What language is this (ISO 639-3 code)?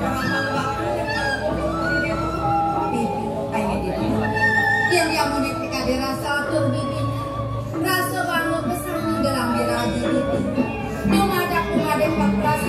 ban